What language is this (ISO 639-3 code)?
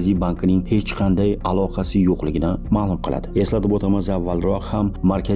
uzb